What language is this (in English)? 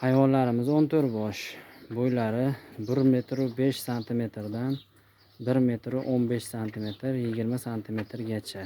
Uzbek